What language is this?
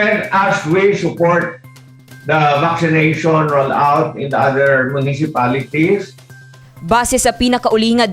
Hiligaynon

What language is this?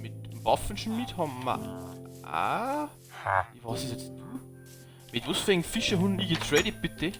Bavarian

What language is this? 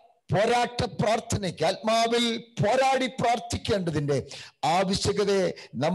Malayalam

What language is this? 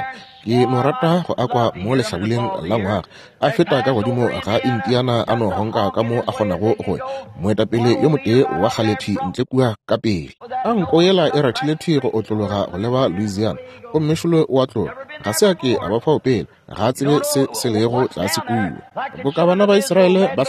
Northern Sotho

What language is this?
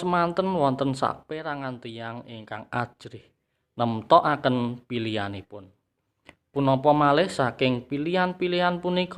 Javanese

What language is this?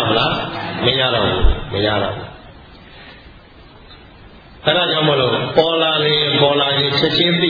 Burmese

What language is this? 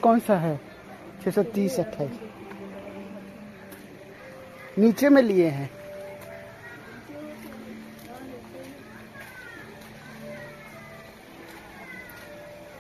Hindi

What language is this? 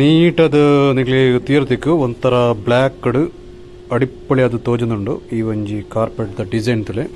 Tulu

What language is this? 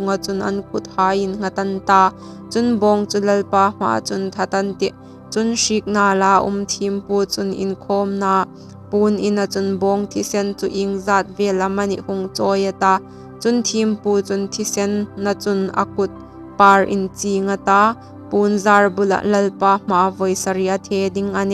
Hmar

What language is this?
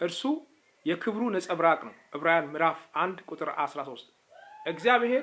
Amharic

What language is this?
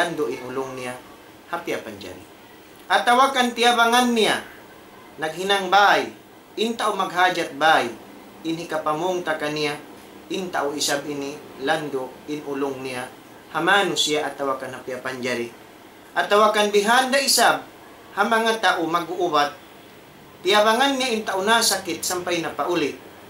Tausug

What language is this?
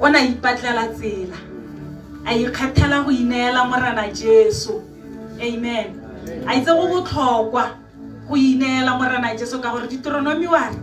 Tswana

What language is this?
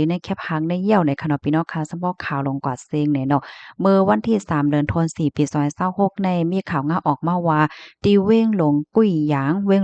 Shan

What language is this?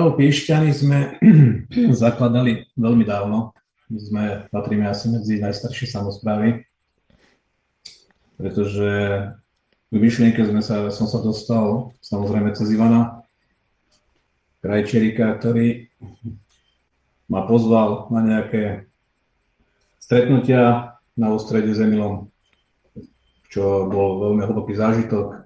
Slovak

